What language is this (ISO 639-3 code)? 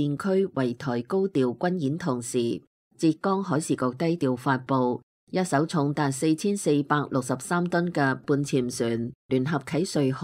yue